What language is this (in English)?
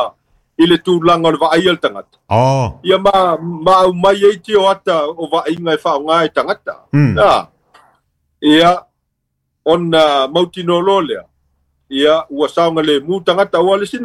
Samoan